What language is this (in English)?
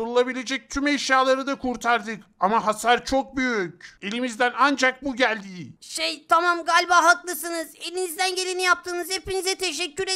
Turkish